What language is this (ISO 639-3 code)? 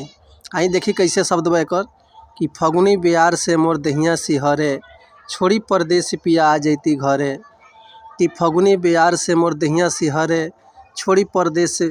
bho